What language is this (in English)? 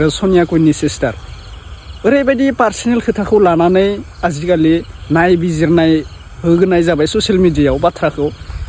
Bodo